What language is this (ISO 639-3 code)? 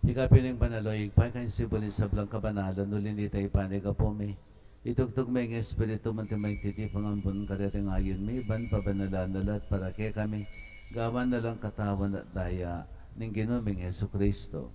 pam